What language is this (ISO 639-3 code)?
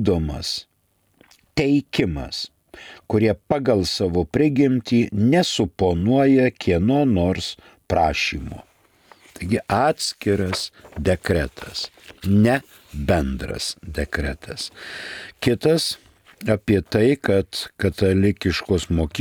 lit